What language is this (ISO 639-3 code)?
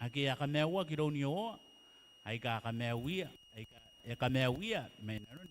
gil